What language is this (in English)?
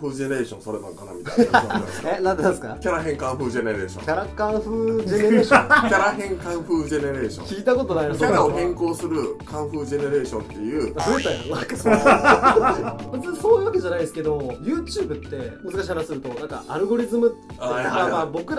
Japanese